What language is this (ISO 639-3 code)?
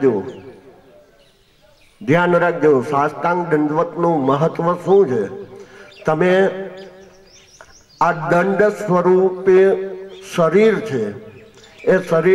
guj